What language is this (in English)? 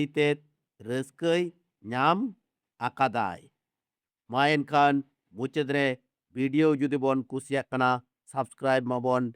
Santali